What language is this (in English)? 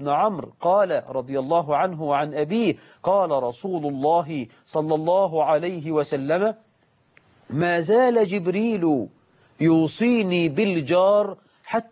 Arabic